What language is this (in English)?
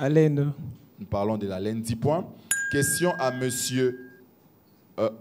French